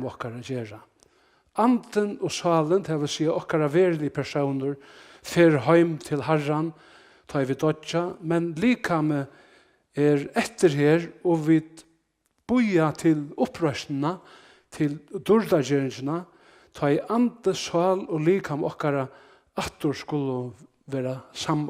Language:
Faroese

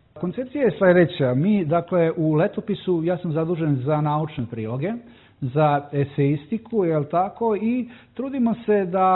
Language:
Serbian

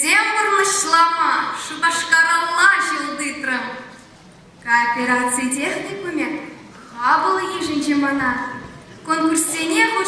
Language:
Chuvash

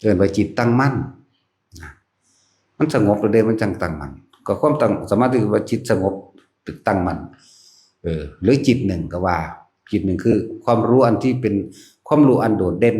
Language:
Northeastern Thai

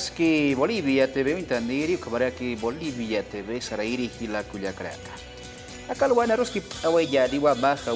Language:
Aymara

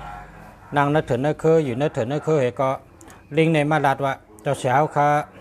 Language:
Shan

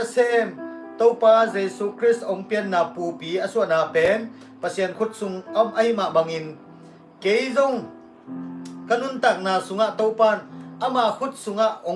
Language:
Tedim Chin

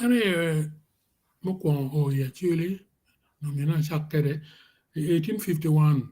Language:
Acoli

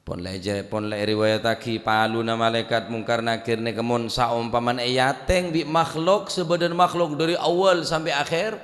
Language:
Madurese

